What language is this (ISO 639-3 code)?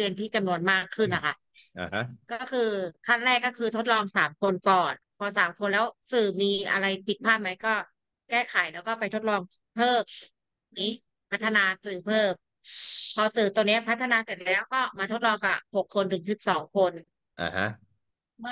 tha